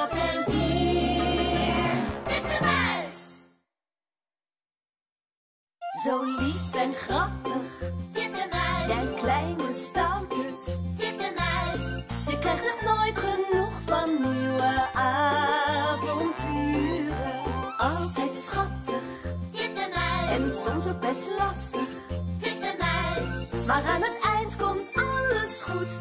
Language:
Dutch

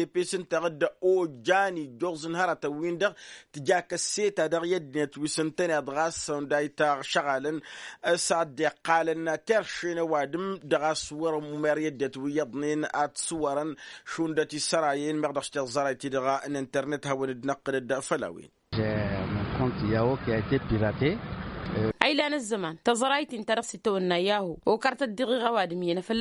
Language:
Tamasheq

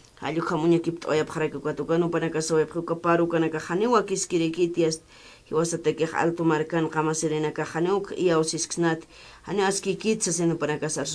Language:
Aymara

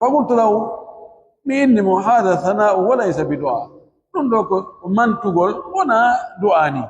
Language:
Pular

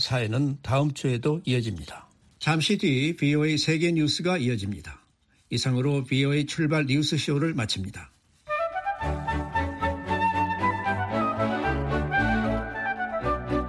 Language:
Korean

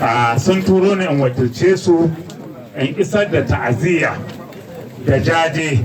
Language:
Hausa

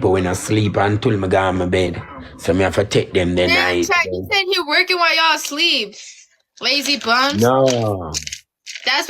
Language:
Jamaican Creole English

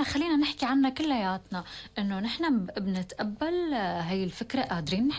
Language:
North Levantine Arabic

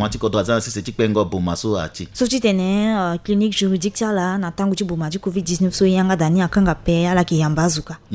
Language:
Sango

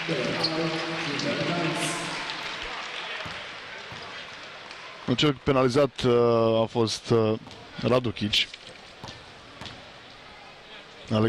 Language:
Romanian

